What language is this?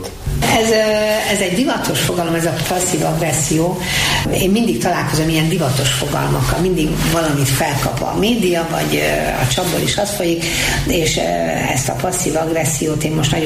Hungarian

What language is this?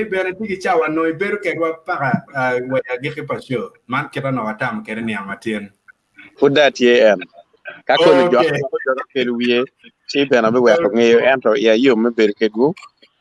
Acoli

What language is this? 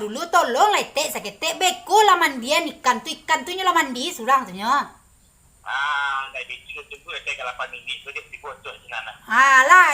Minangkabau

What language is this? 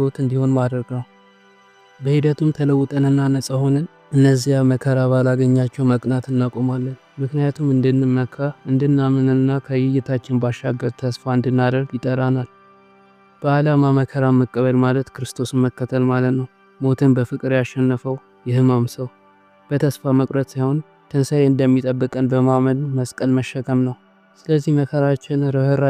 Amharic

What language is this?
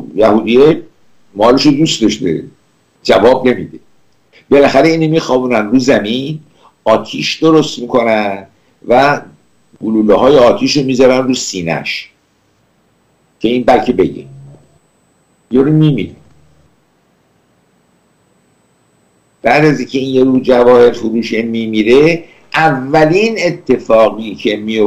Persian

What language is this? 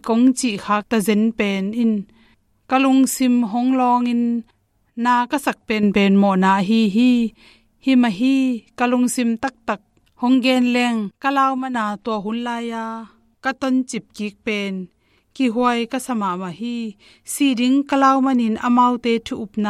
Tedim Chin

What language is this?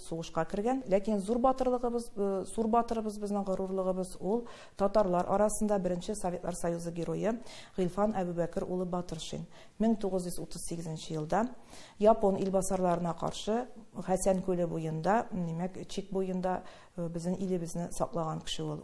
Tatar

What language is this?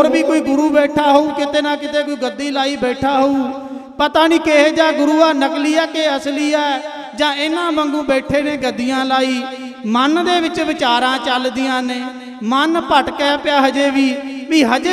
Punjabi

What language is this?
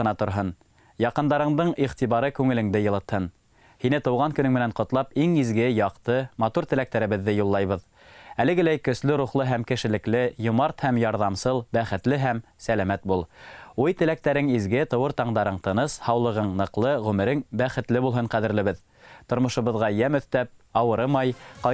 Bashkir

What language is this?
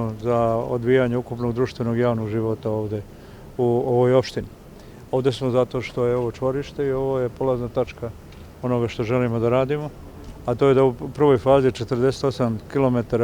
Bosnian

